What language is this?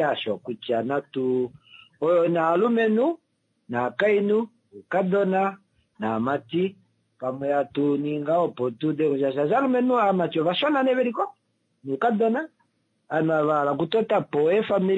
Kuanyama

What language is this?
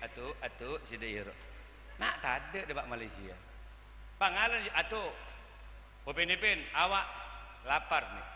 Madurese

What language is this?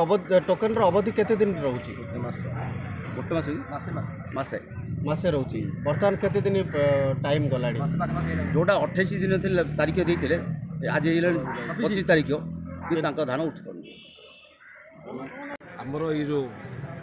Odia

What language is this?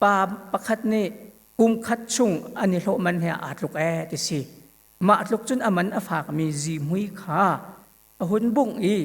Hakha Chin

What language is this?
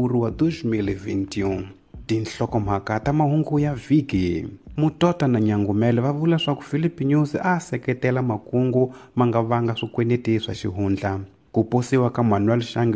Tsonga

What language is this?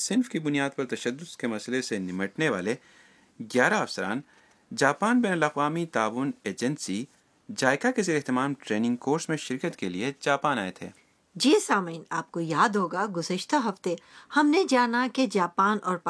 Urdu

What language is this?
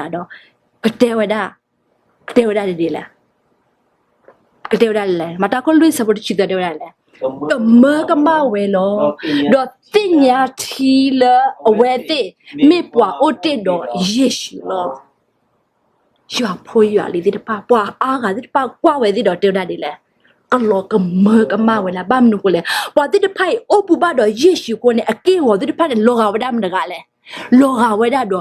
S'gaw Karen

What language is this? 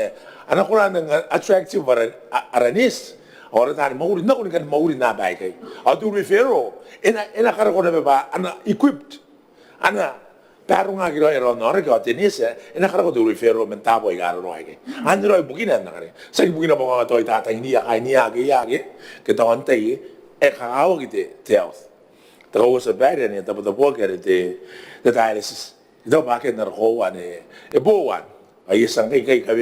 Gilbertese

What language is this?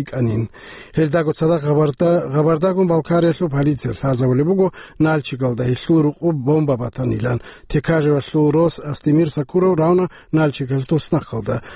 Avaric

